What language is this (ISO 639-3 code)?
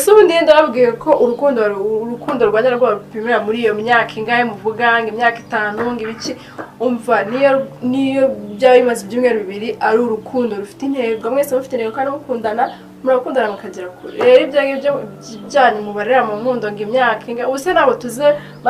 kin